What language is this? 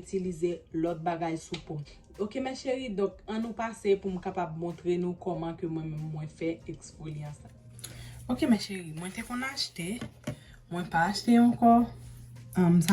Haitian Creole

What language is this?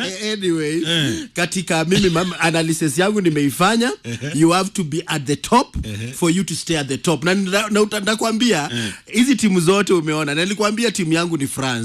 Swahili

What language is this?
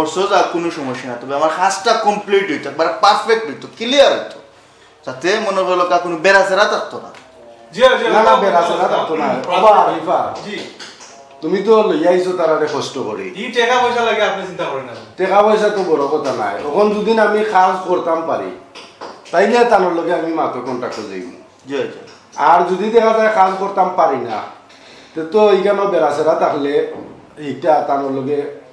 Sylheti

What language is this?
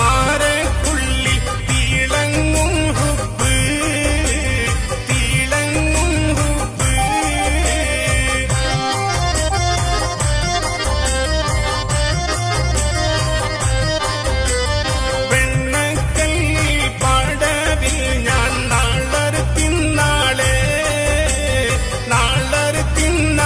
Malayalam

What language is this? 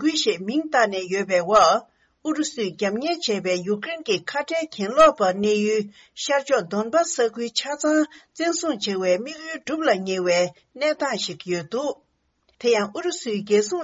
Tibetan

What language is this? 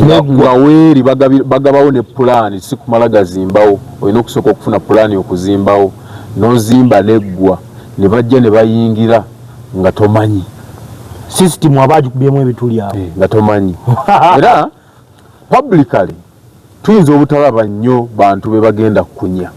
Ganda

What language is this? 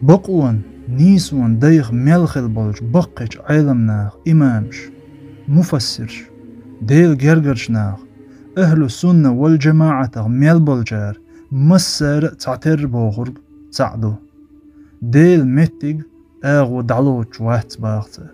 Chechen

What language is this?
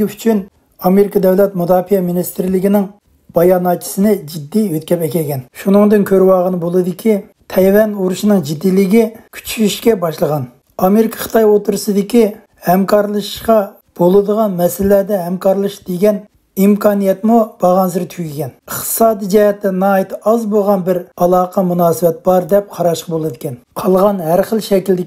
Uyghur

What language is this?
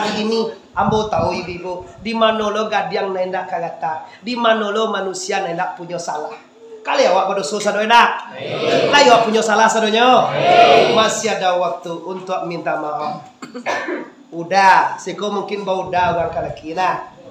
Minangkabau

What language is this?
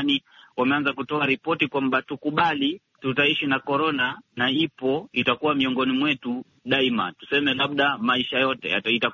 Swahili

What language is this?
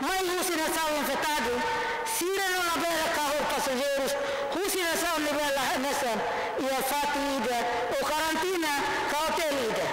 Tetum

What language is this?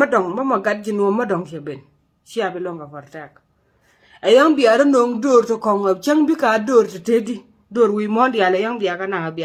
Nuer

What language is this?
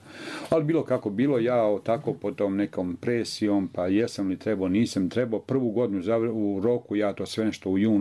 Croatian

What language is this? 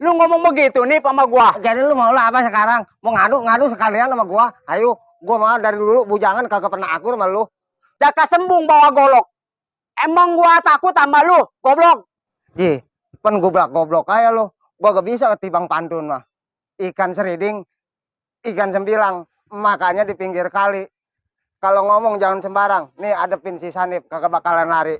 Betawi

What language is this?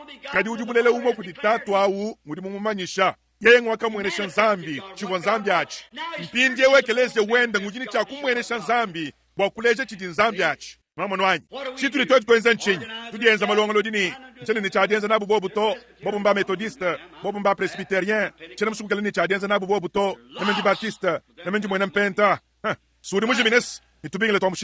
Luba-Lulua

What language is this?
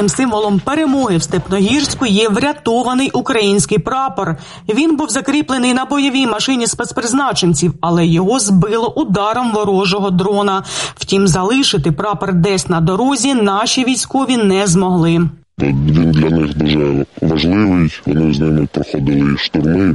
Ukrainian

